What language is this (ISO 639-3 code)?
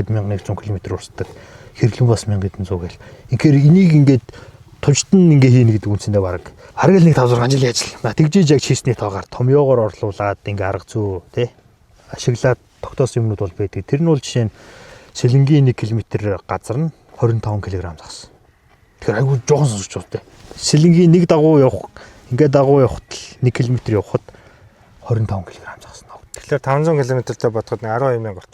mon